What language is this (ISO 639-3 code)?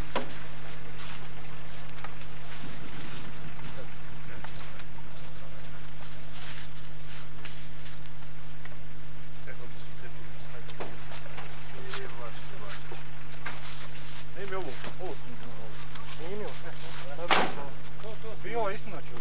bos